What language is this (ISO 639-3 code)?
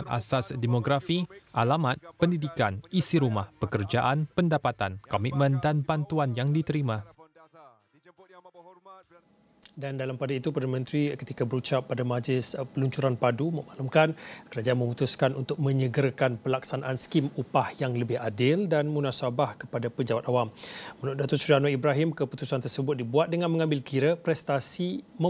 msa